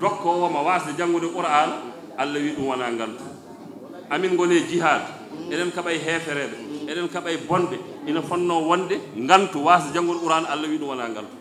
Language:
Fula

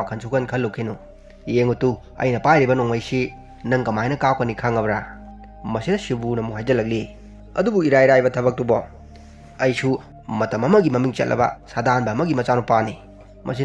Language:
Manipuri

